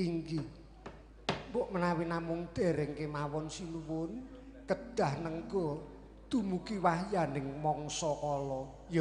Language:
Javanese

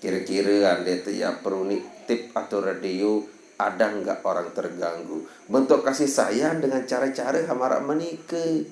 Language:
Sasak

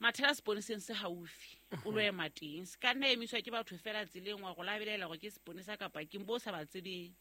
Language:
Southern Sotho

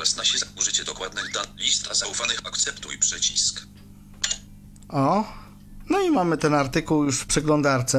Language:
Polish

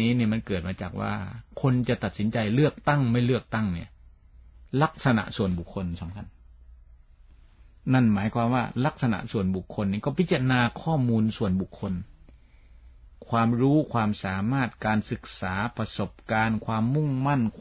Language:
Thai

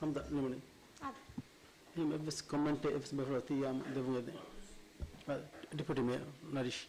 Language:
Divehi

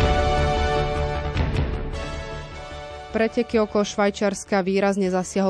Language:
Slovak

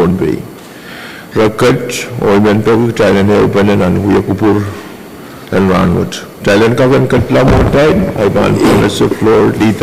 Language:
Pohnpeian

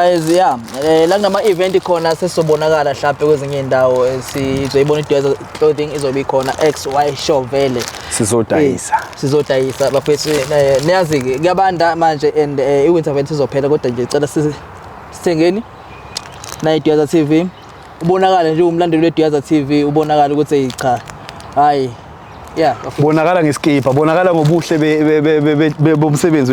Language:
Zulu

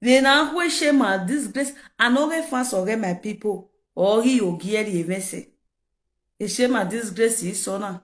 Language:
Nigerian Pidgin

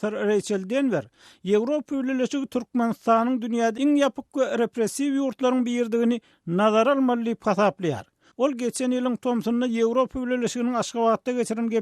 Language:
Turkmen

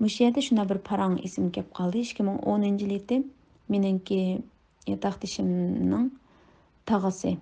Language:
Uyghur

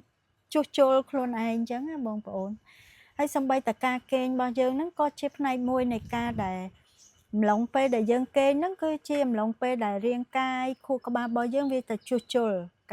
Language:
Khmer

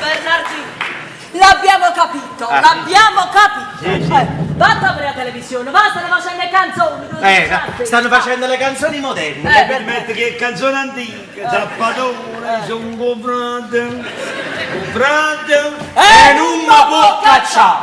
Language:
Neapolitan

